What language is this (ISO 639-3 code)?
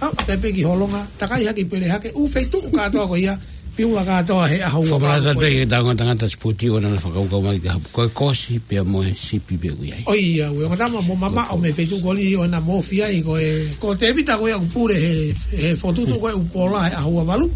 ton